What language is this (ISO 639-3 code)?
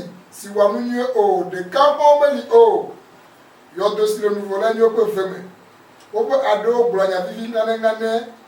ewe